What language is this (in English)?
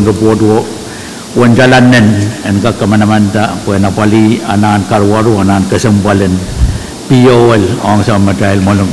Pohnpeian